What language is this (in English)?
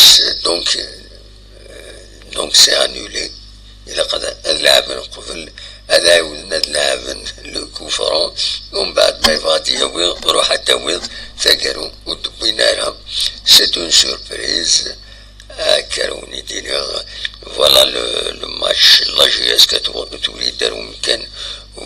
Kabyle